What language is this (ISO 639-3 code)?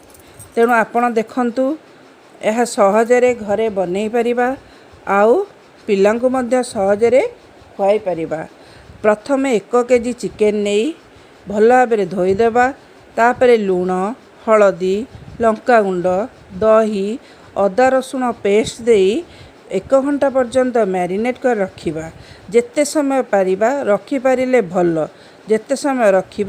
ori